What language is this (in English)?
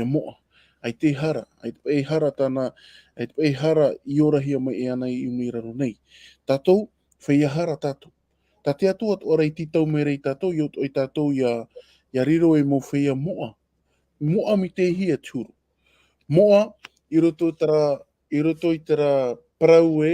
Tahitian